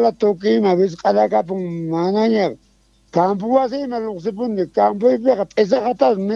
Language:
South Bolivian Quechua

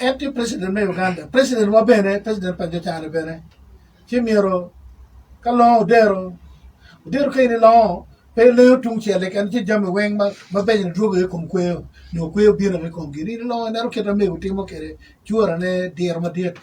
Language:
Acoli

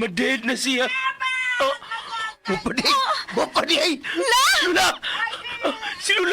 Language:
Cebuano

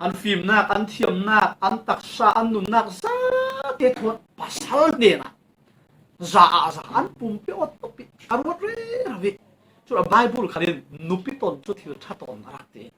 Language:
Falam Chin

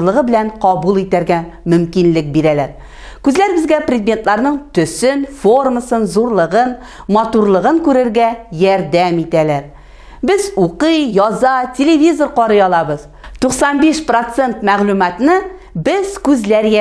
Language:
Tatar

